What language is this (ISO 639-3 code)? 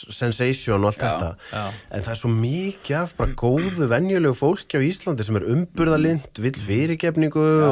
isl